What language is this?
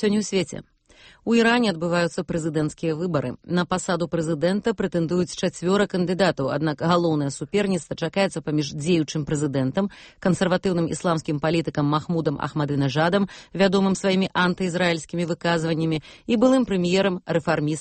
Belarusian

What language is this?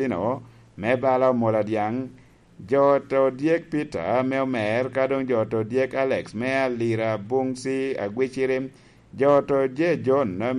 Lango (Uganda)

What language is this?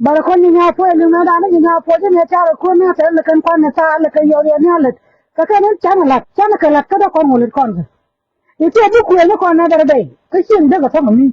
Nuer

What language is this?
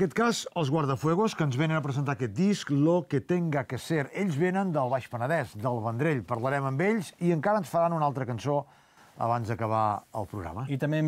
Catalan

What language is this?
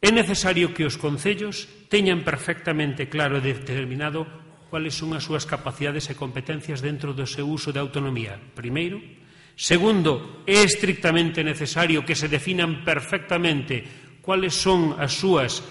Galician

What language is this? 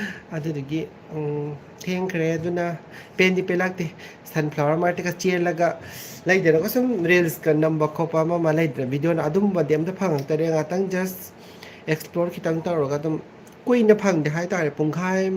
Manipuri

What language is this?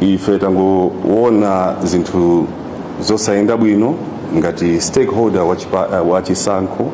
Nyanja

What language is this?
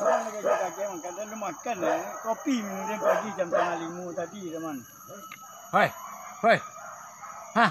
Minangkabau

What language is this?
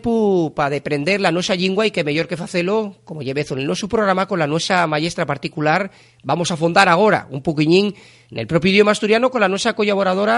Asturian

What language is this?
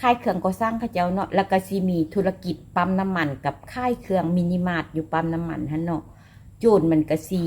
Lao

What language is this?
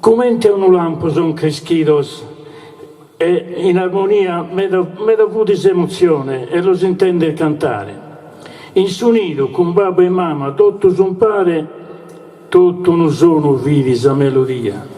Sardinian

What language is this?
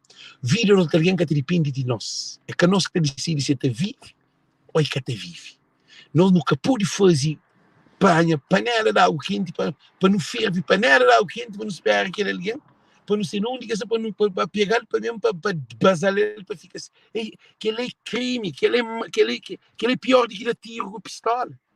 Kabuverdianu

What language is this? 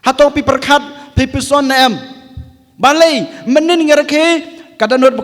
Khasi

